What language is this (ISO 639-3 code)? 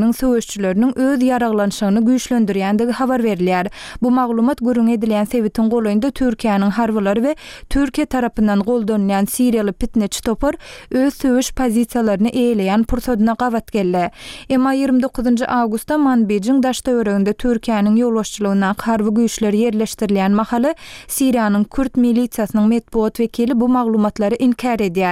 tuk